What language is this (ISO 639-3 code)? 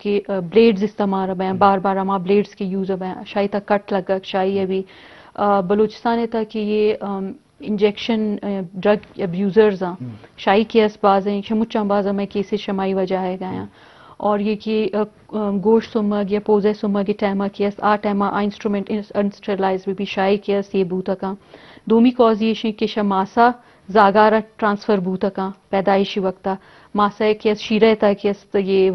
bgp